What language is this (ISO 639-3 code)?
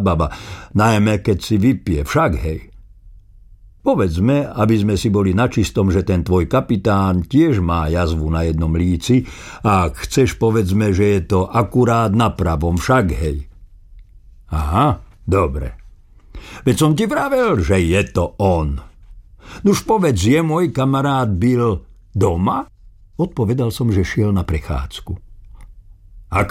slk